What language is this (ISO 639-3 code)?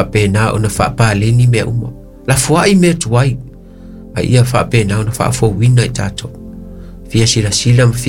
smo